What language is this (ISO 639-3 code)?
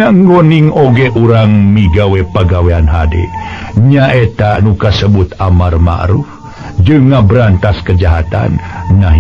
sun